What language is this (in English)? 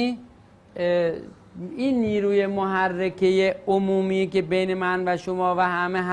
Persian